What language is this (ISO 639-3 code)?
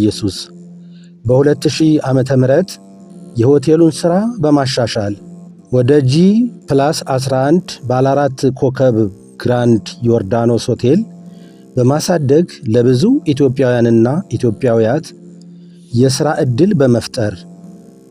amh